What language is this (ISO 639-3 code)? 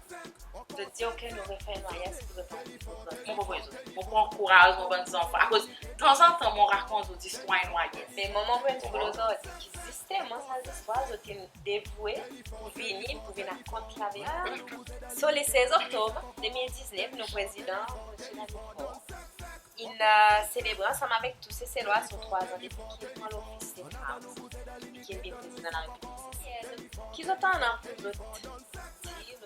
crs